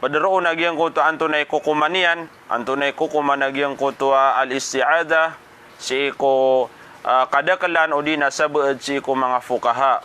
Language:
Maranao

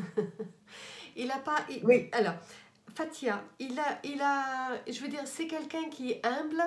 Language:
French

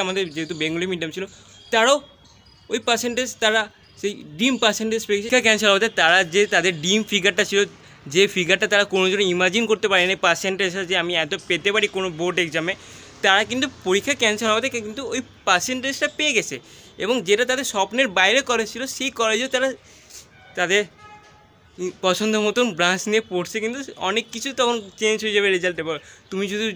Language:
Bangla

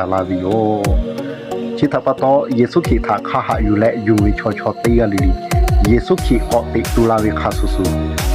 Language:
Lahu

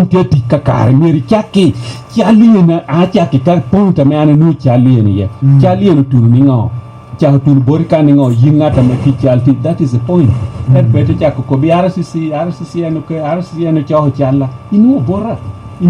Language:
Lango (Uganda)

